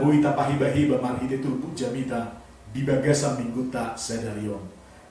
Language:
Batak Toba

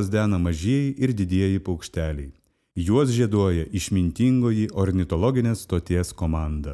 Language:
Lithuanian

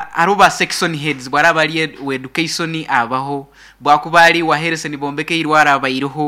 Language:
Nyoro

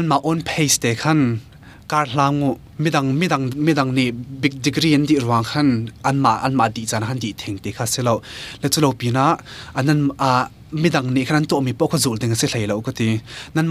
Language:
Hakha Chin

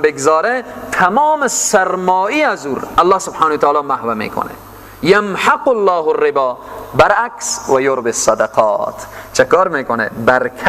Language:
Persian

